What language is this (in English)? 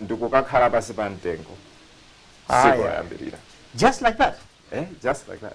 Nyanja